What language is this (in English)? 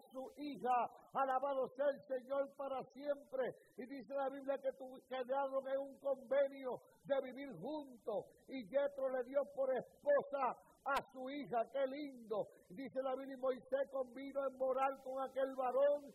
Spanish